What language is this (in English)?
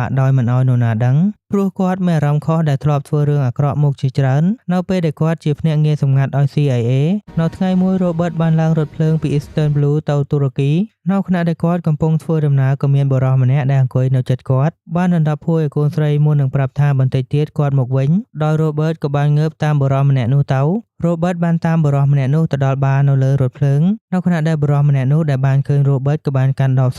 Khmer